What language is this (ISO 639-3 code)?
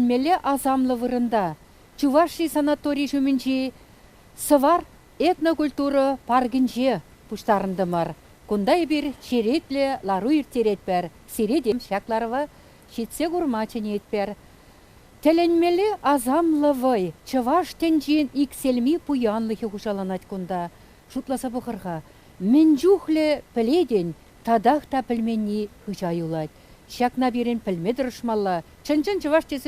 chv